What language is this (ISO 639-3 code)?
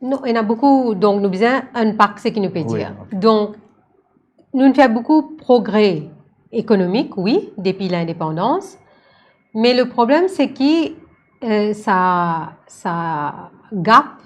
mfe